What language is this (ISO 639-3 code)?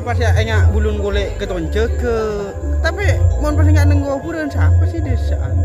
mad